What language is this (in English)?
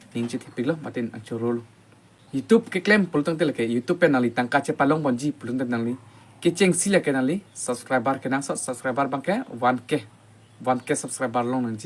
Karbi